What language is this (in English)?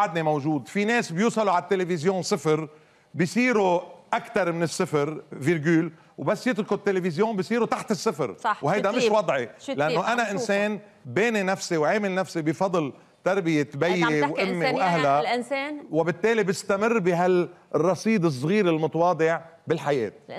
North Levantine Arabic